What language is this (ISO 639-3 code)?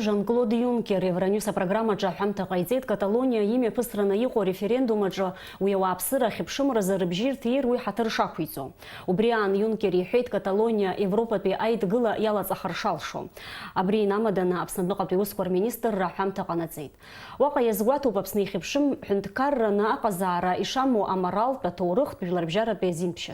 abk